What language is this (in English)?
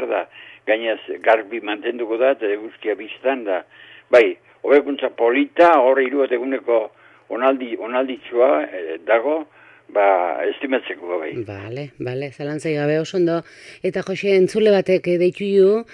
Basque